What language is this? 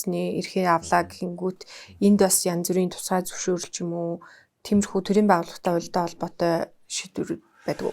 Mongolian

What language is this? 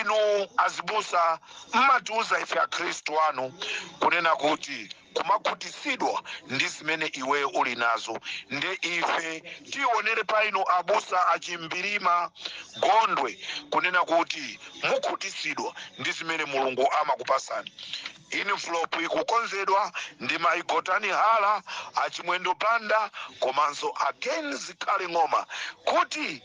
Nyanja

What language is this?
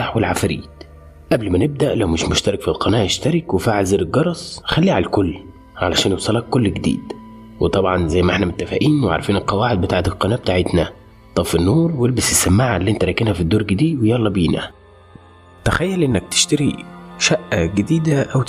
Egyptian Arabic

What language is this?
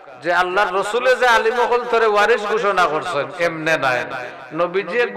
Sylheti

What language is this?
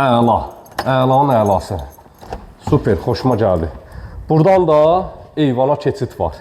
Azerbaijani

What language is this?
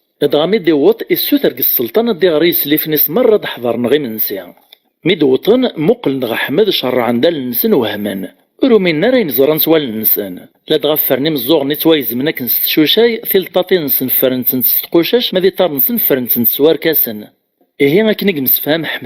Kabyle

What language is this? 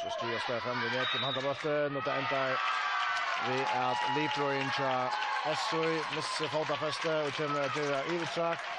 Faroese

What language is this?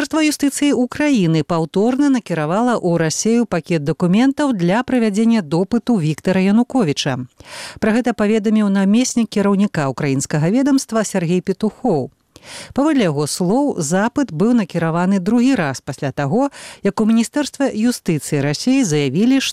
Belarusian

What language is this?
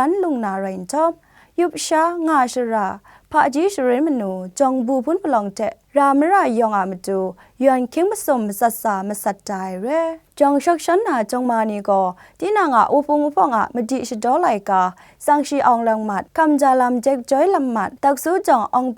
Kachin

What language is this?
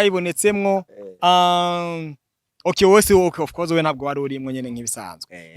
Rundi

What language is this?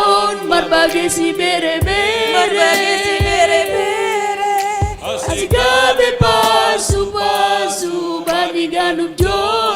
Batak Simalungun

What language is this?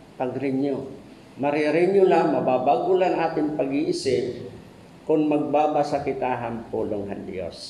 Waray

